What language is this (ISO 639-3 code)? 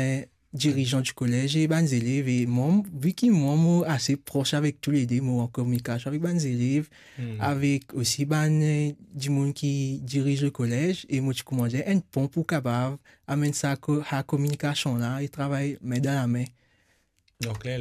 mfe